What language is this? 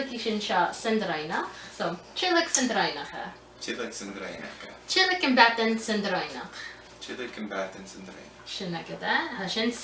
Scottish Gaelic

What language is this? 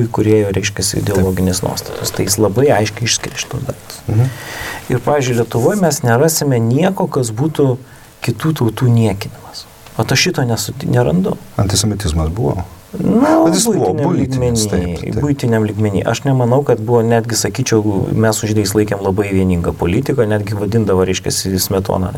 Lithuanian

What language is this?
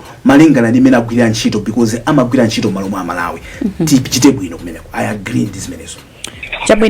Nyanja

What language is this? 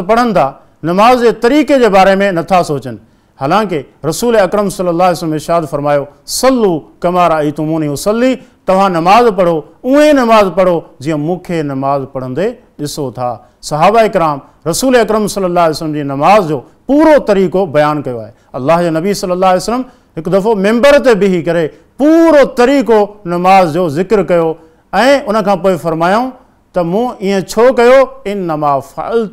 Sindhi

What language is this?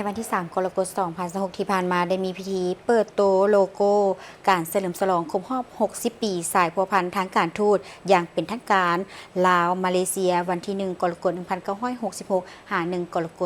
Lao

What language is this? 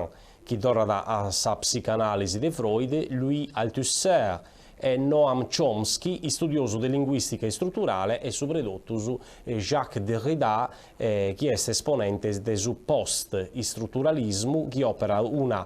Sardinian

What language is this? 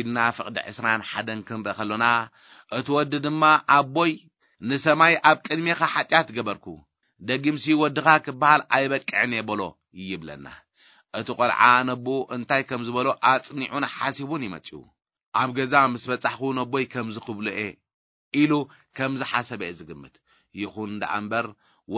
Tigrinya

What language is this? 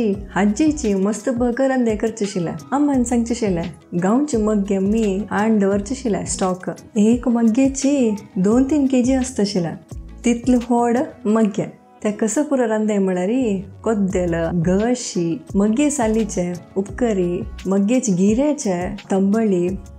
Konkani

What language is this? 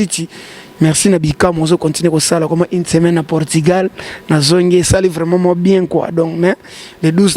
Lingala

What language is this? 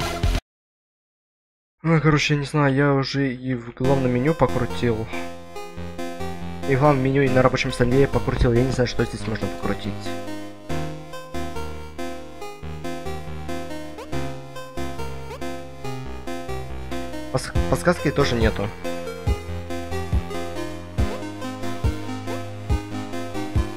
Russian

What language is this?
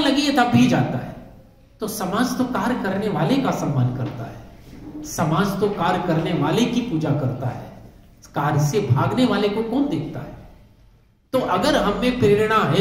Hindi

